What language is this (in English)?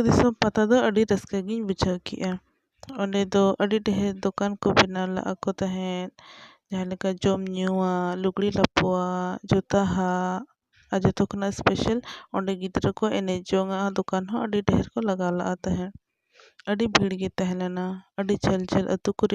Santali